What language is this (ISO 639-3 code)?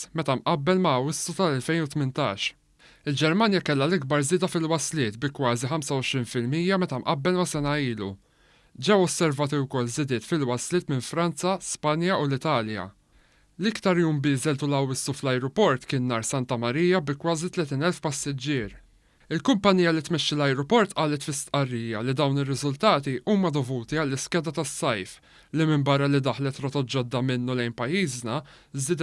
mlt